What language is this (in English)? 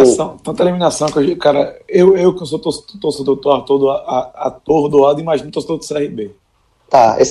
Portuguese